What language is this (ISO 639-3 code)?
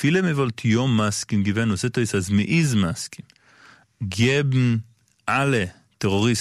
yid